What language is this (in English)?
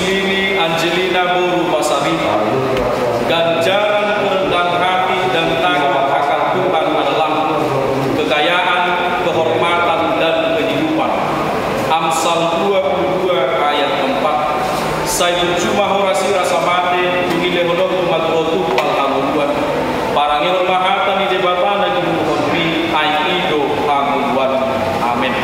Batak Toba